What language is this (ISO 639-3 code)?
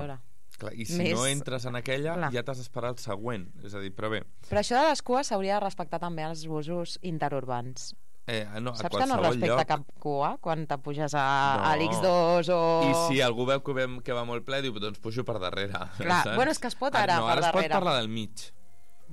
cat